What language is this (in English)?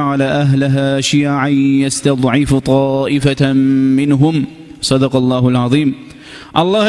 Kumyk